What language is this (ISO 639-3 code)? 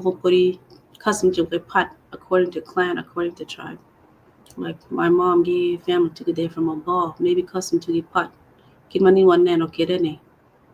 ach